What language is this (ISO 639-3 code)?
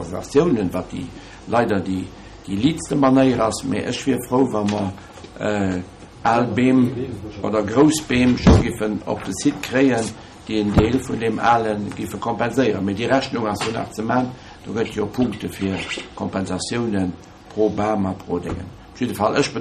ltz